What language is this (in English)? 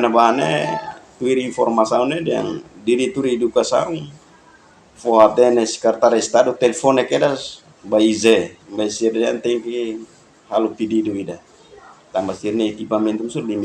Tetum